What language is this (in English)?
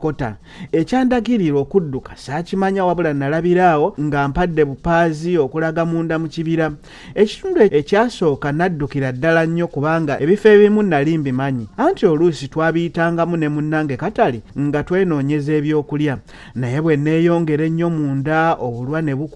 Ganda